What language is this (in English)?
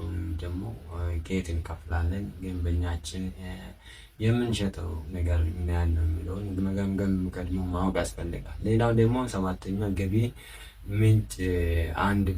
Amharic